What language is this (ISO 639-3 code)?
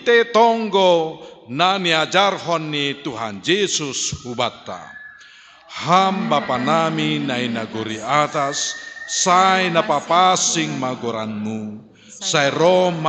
bts